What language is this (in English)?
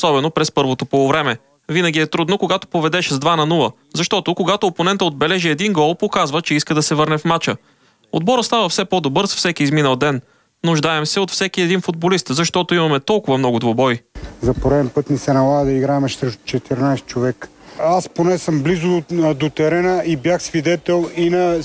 Bulgarian